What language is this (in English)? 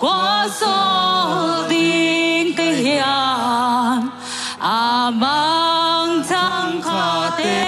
Tedim Chin